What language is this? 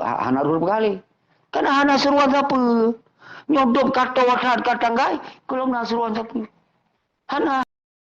Achinese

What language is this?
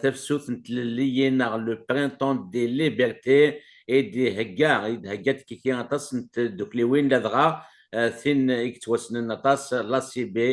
Kabyle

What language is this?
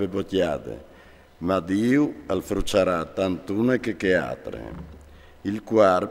Friulian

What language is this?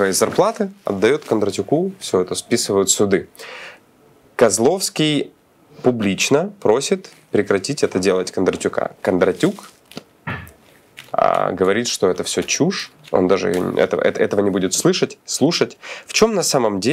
Russian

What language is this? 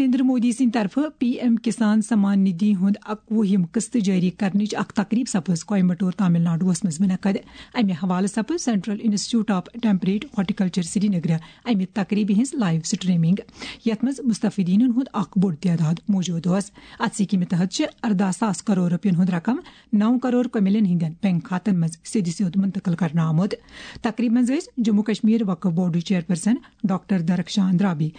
Kashmiri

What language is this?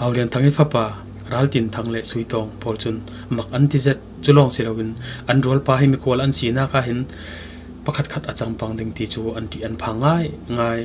Falam Chin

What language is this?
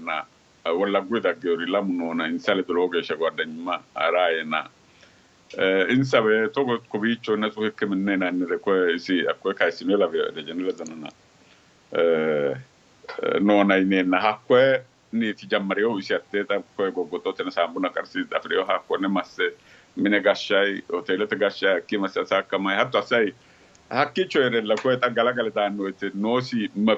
Sidamo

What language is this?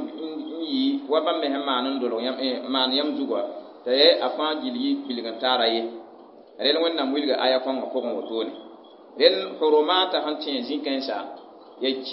Mossi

